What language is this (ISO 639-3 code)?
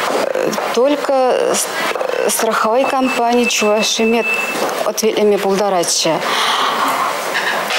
chv